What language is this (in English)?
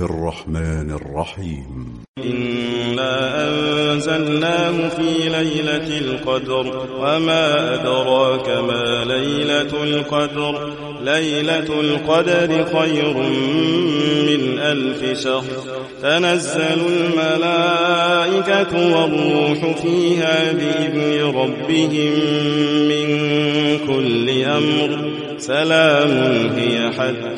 Arabic